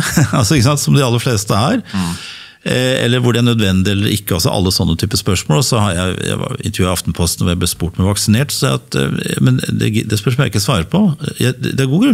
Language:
Norwegian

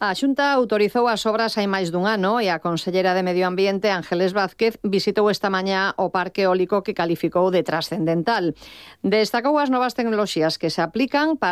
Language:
Galician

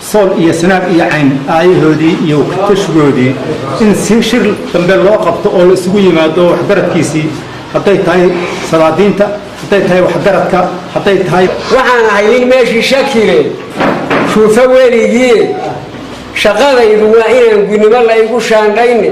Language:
Somali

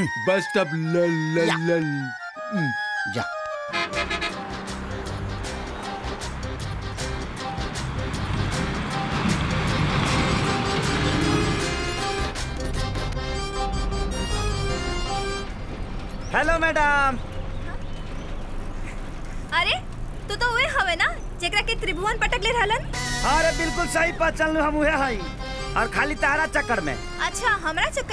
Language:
Bhojpuri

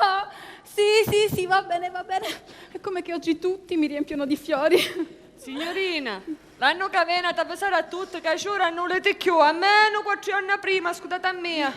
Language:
Sicilian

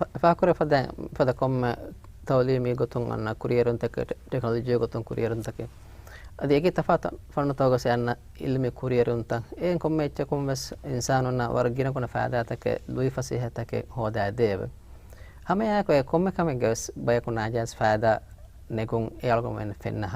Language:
Divehi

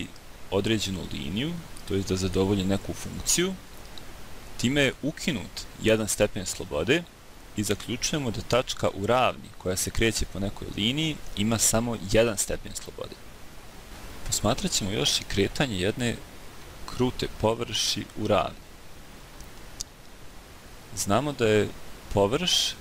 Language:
Bosnian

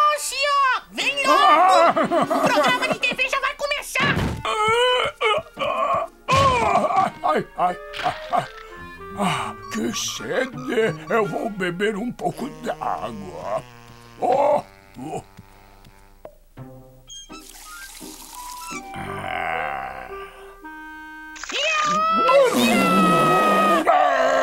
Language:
Portuguese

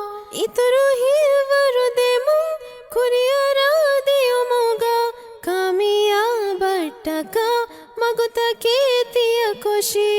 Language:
Divehi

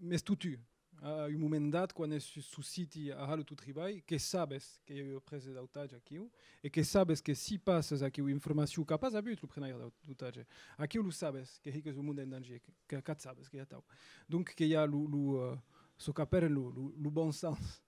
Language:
Occitan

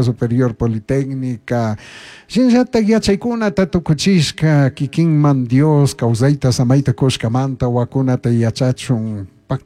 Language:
Chimborazo Highland Quichua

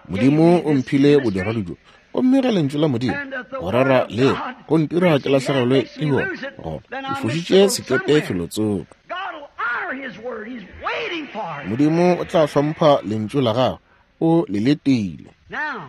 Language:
Northern Sotho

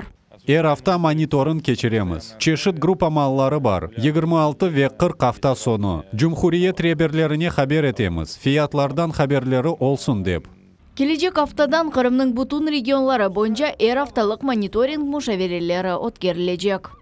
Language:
Crimean Tatar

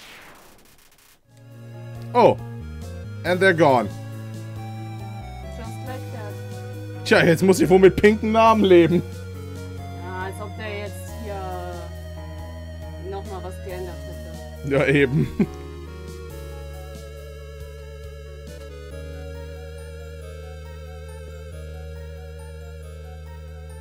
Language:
German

